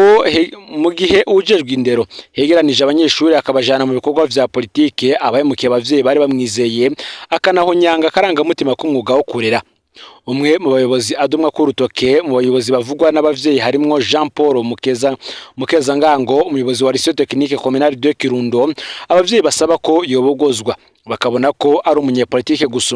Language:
Rundi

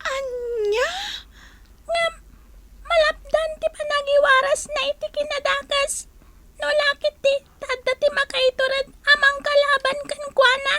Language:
Iloko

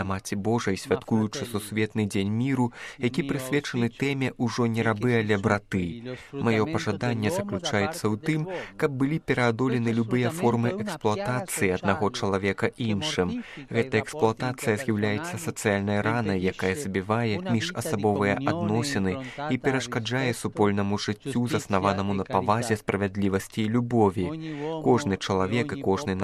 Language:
Belarusian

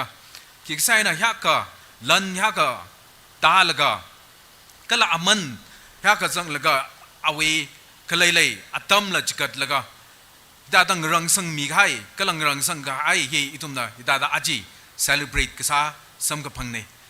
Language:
Tangkhul Naga (India)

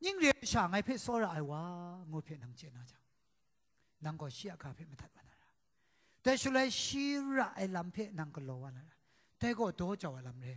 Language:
Kachin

